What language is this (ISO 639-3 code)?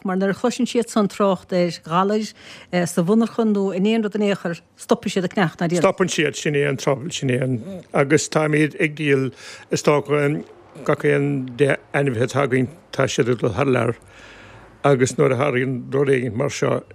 gle